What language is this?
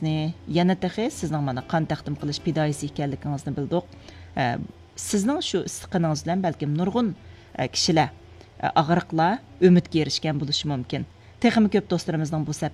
Uyghur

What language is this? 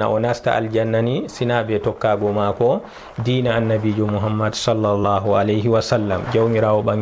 Fula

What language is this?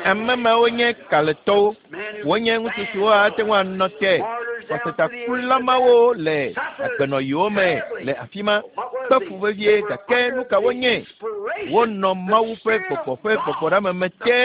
Ewe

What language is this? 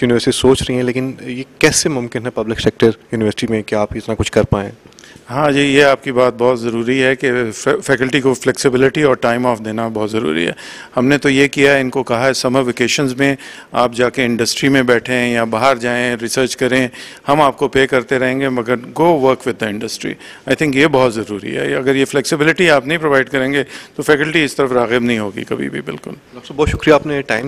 Urdu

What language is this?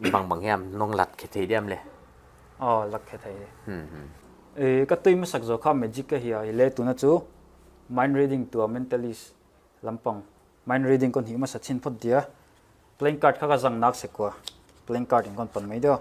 Paite Chin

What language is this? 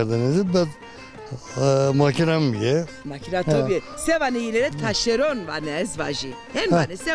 Zaza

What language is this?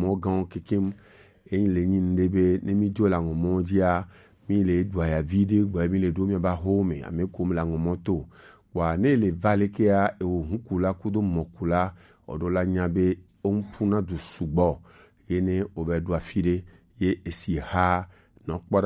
Gen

